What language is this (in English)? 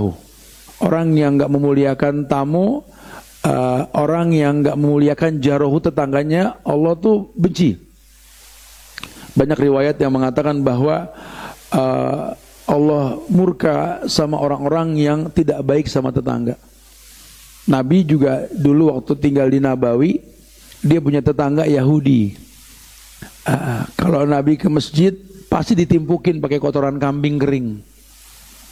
Indonesian